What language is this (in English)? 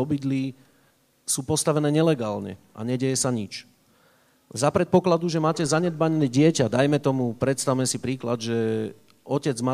Slovak